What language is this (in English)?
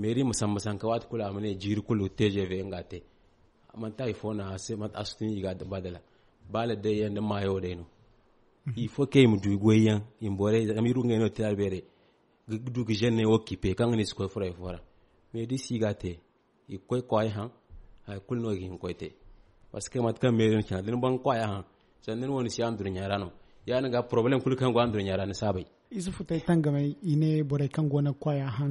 Zarma